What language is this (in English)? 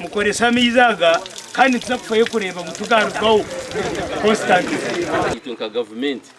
Nyankole